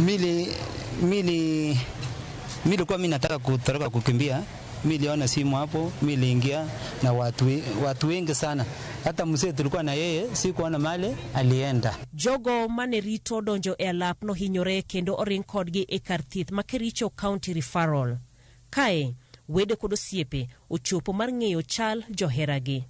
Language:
Luo (Kenya and Tanzania)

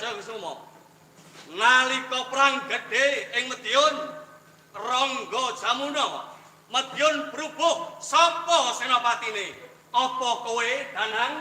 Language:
Javanese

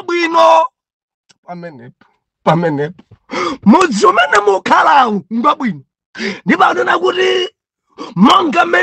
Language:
Nyanja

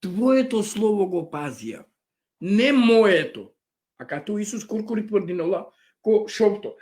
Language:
Balkan Romani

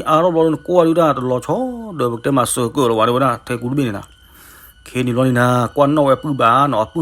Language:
S'gaw Karen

